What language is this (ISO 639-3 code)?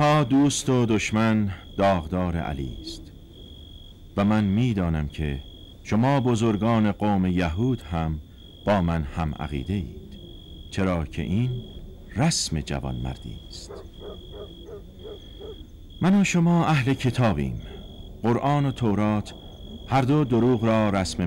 fas